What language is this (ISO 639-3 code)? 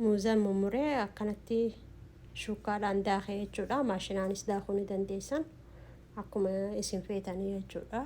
orm